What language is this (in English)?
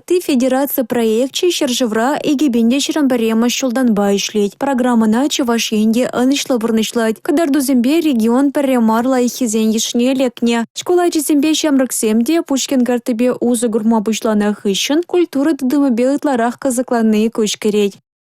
Chuvash